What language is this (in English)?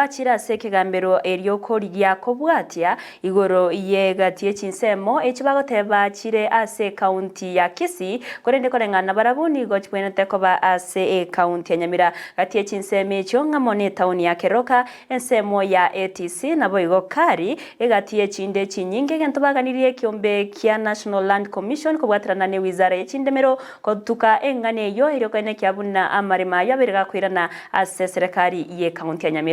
Gusii